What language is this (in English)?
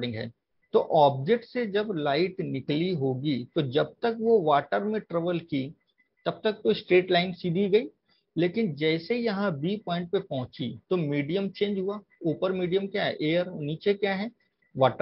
Hindi